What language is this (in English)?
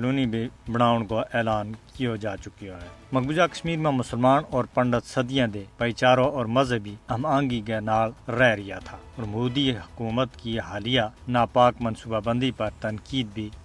Gujari